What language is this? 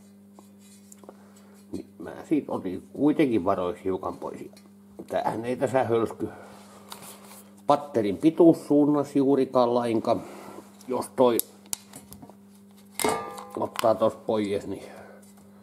Finnish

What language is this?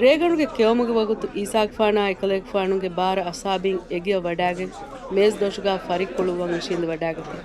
Divehi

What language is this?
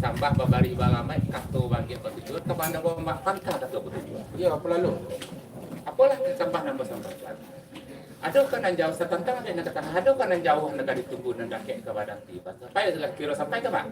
Minangkabau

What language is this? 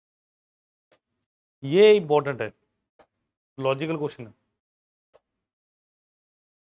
Hindi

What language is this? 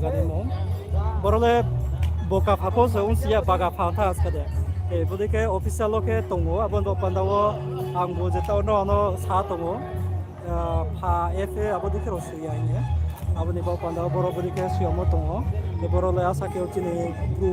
Riang (India)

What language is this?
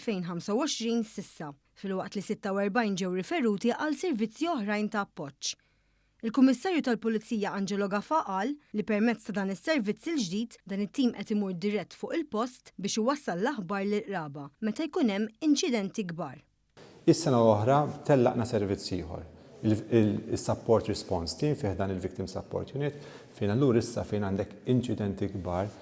Maltese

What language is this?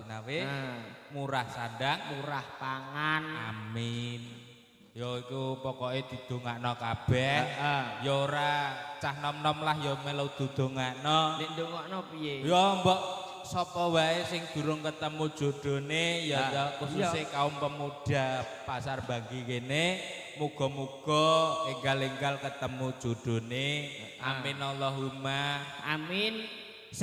Javanese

